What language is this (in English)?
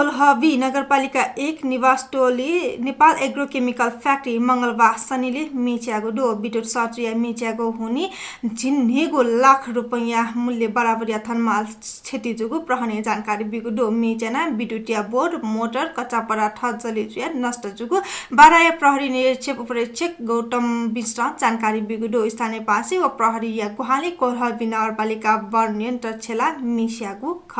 Newari